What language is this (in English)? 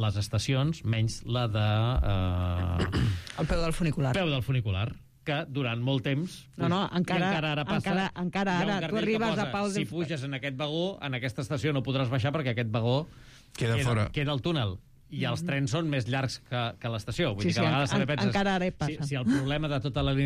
Catalan